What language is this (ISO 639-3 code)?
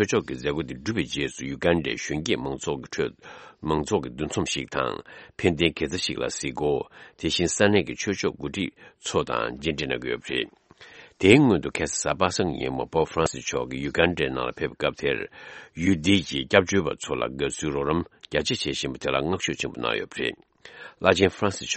bod